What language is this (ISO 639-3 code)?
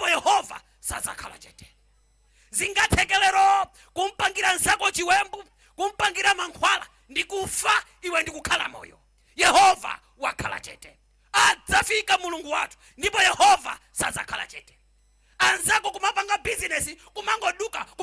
nya